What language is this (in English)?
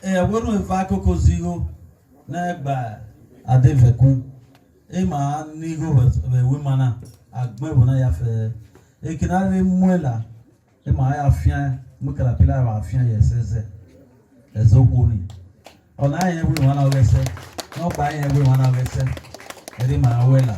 Bini